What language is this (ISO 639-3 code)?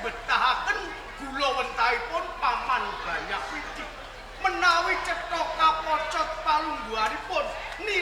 jav